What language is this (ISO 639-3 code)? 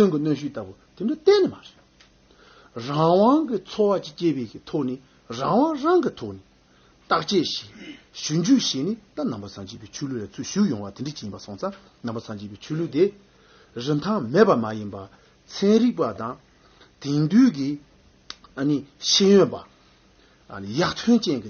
bod